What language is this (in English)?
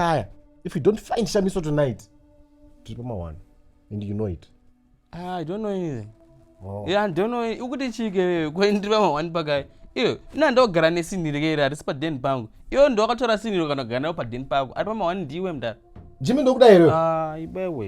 Shona